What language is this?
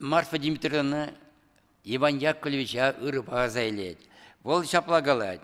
Chuvash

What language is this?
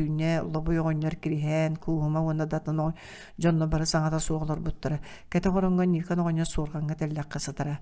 Yakut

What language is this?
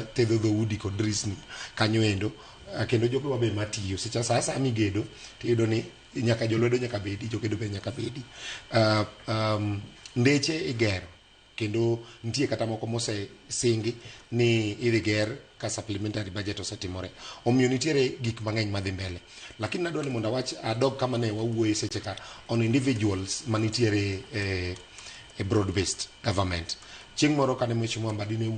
Luo (Kenya and Tanzania)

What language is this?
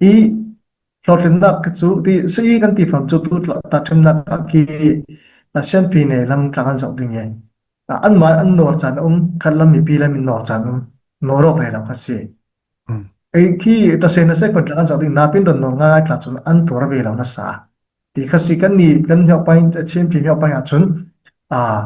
Falam Chin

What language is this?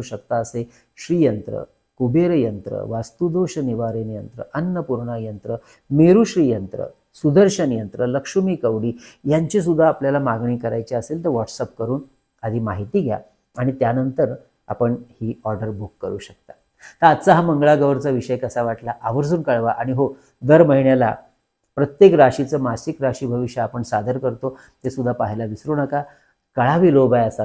Marathi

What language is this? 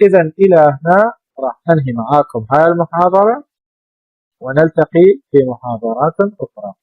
Mesopotamian Arabic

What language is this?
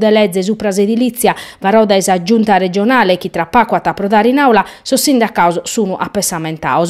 Sardinian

